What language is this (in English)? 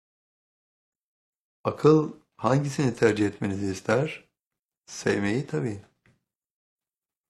Turkish